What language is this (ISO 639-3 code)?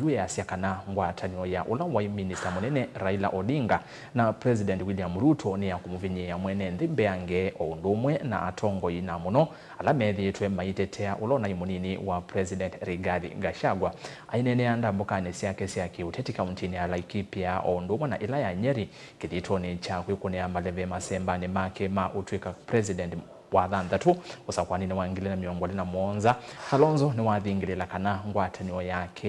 kam